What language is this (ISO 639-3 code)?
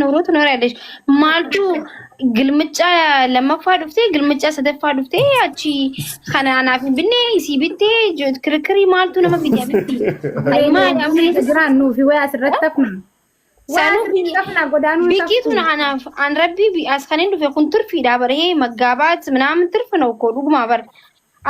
orm